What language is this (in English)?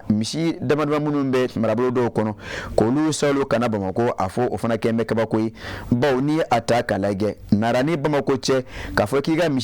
Bambara